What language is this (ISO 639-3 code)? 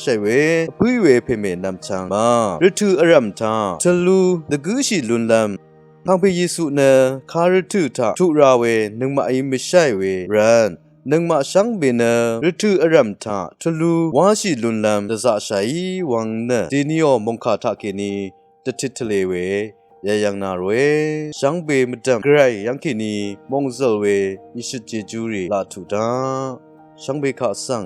raw